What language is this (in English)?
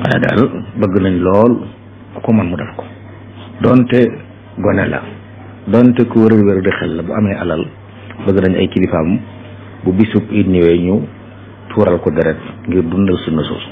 Wolof